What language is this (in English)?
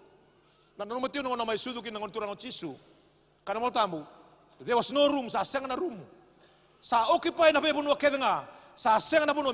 Fijian